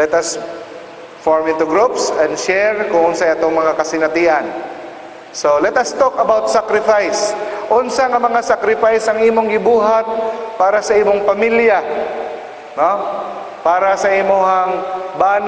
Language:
Cebuano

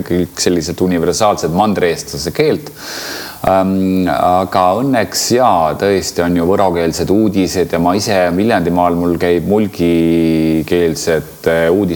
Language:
Estonian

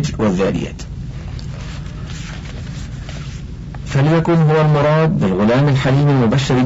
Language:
Arabic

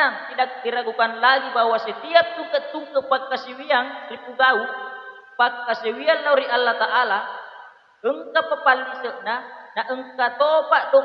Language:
Buginese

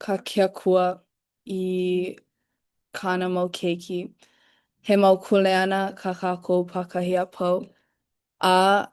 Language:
Hawaiian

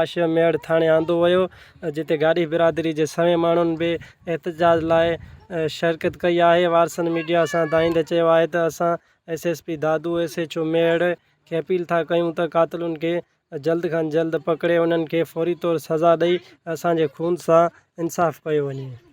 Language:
Sindhi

